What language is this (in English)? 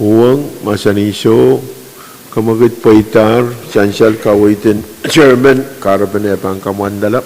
Pohnpeian